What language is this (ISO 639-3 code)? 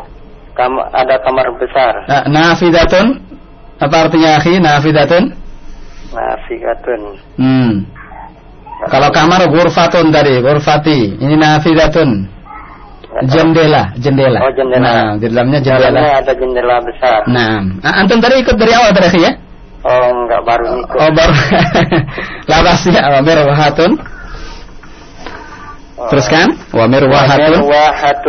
ind